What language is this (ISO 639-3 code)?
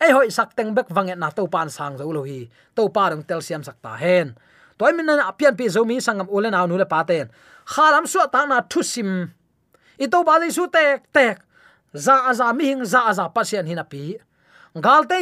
ctd